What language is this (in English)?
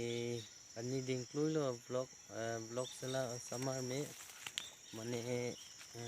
Karbi